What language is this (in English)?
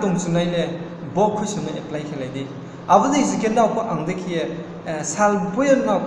Riang (India)